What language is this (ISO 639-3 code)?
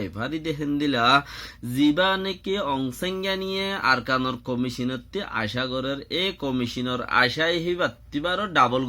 rhg